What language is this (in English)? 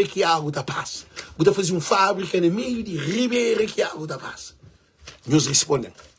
Kabuverdianu